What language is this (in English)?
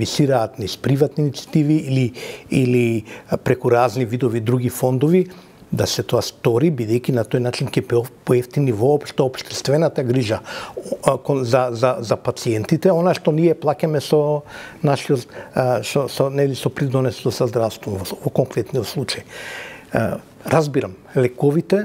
Macedonian